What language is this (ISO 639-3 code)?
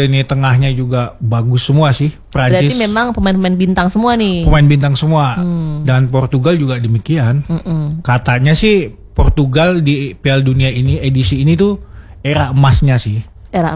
ind